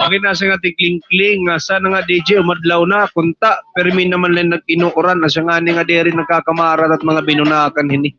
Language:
Waray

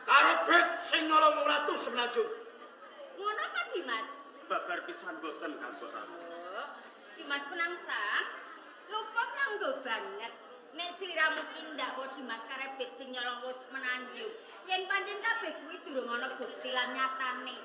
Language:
Javanese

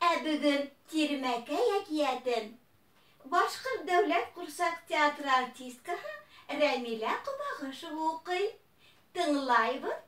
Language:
Bashkir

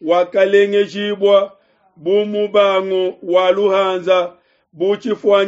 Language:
Luba-Lulua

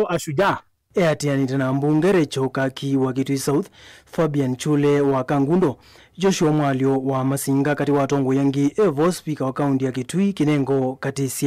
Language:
Kamba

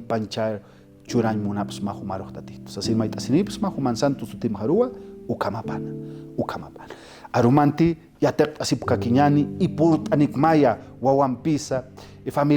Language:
Aymara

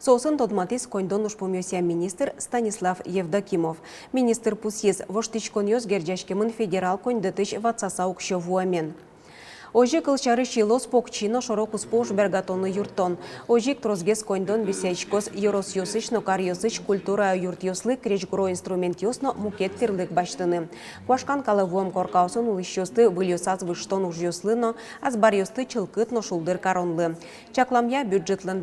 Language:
Udmurt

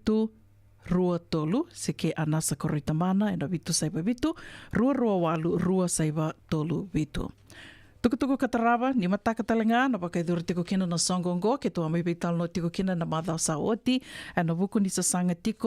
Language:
Fijian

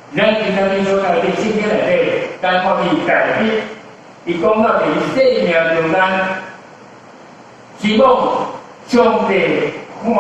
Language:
Min Nan Chinese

